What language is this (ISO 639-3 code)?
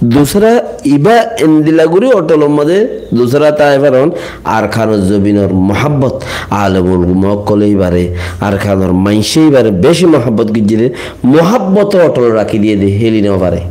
rhg